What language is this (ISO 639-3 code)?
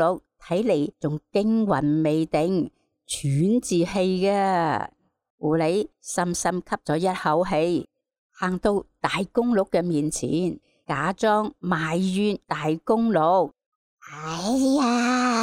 yue